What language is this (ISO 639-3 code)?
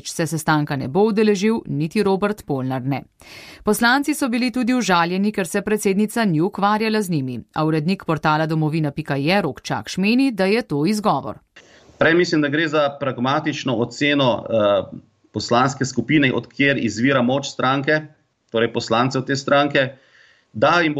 slv